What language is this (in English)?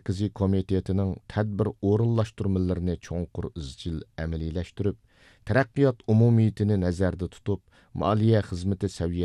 Uyghur